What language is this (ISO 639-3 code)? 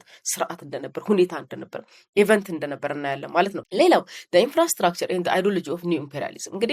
amh